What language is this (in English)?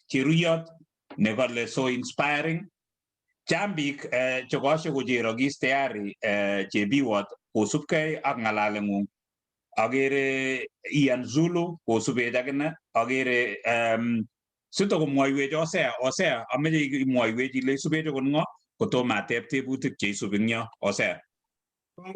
Kalenjin